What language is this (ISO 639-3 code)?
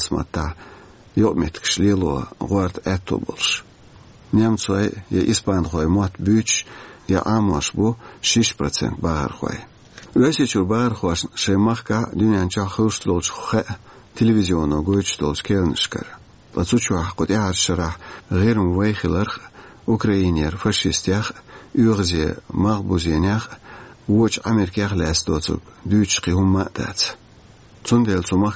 che